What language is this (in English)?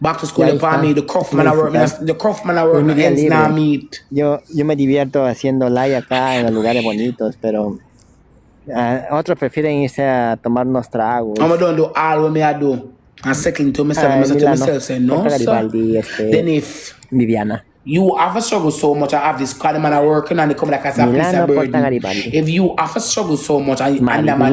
Jamaican Creole English